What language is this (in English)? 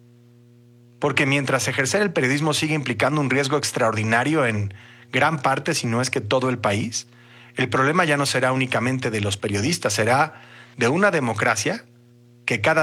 Spanish